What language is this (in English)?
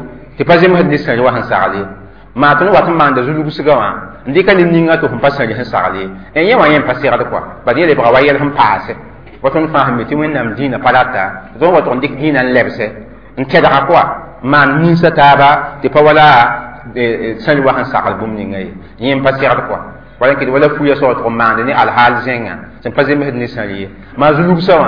Mossi